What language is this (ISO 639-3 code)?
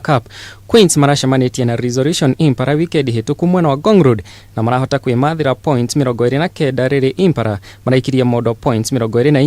kik